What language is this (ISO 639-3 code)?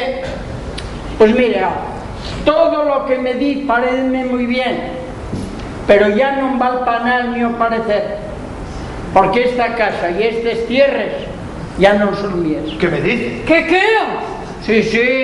ast